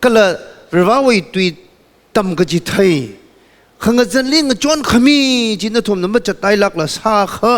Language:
Tangkhul Naga (India)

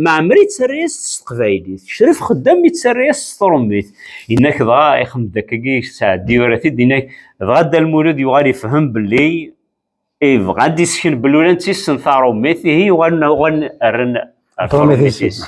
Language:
Kabyle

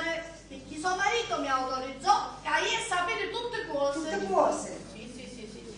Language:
Sicilian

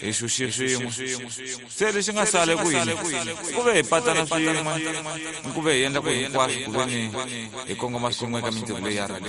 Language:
Tsonga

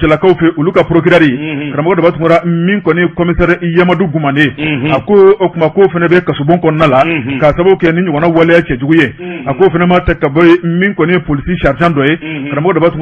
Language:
Bambara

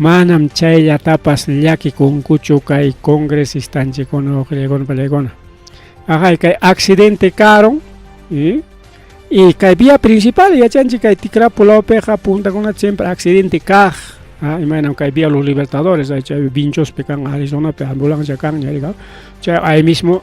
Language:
Ayacucho Quechua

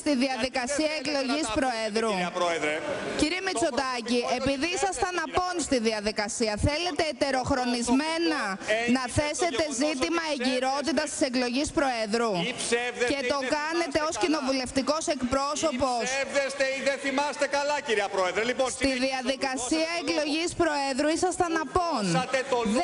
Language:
Greek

